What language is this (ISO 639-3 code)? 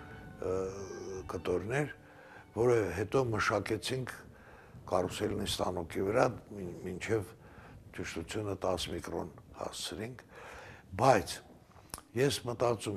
hye